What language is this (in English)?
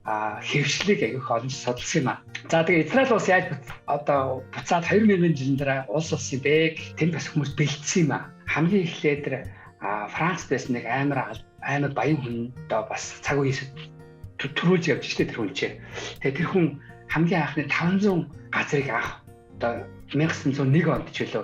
Mongolian